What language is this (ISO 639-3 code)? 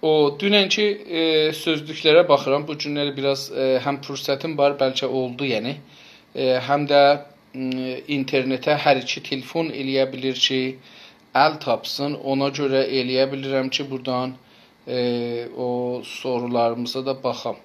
azb